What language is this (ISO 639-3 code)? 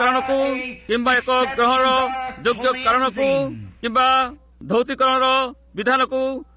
ori